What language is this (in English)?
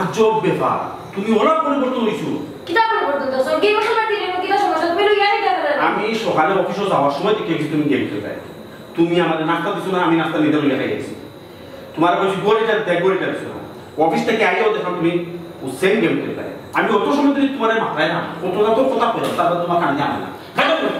Sylheti